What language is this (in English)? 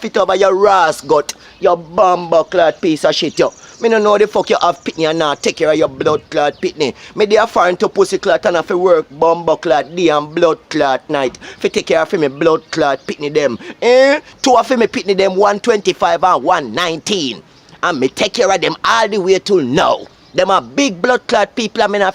Jamaican Creole English